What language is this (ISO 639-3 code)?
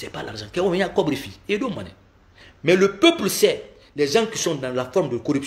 fra